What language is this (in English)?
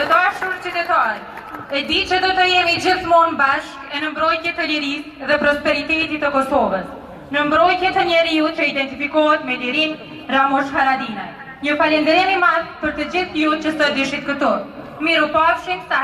Albanian